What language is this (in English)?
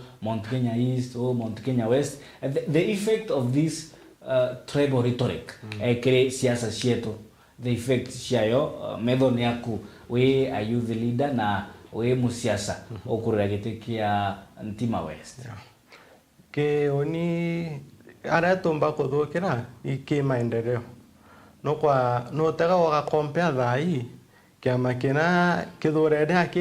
Meru